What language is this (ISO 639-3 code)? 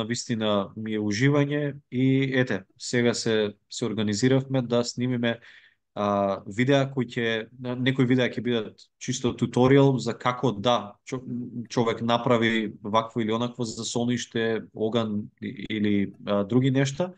mkd